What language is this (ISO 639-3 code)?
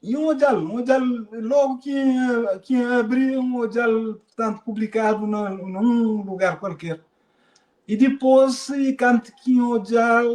kea